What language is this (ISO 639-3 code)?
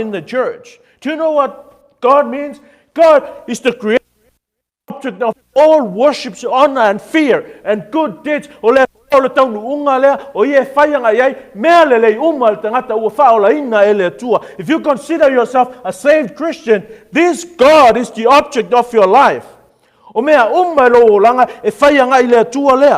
smo